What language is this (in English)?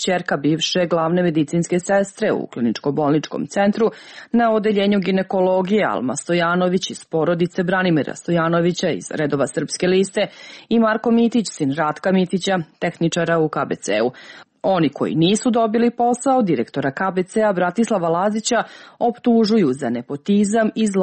Serbian